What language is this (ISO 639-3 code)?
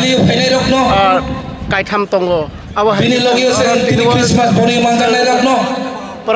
trp